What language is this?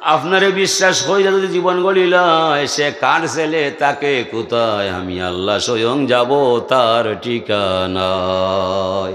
Sylheti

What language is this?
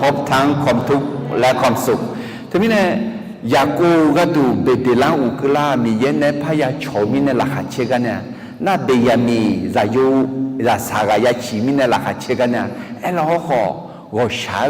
Akha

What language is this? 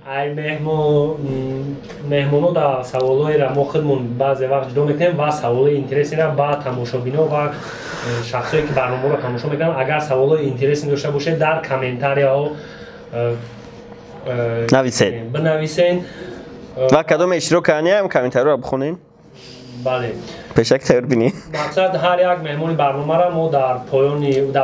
Tajik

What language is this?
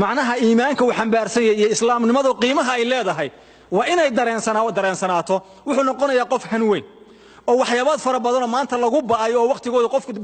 Somali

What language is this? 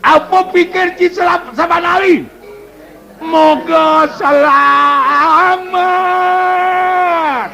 Balinese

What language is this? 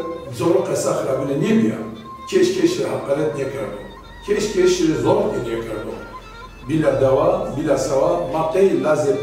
Zaza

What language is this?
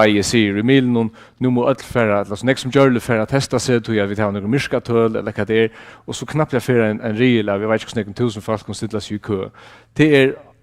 Faroese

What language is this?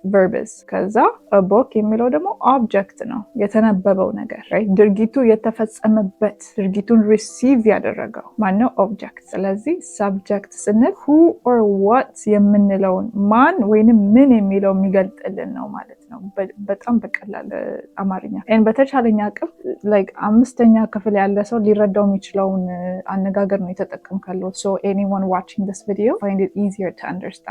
Amharic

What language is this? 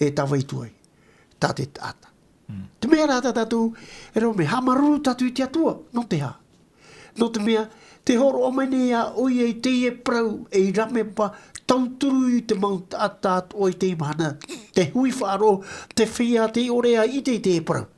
Tahitian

